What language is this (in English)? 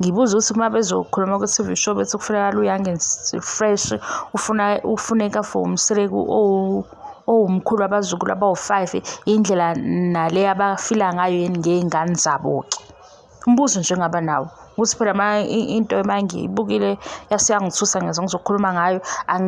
Zulu